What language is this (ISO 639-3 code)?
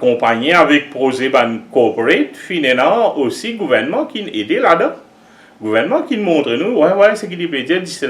mfe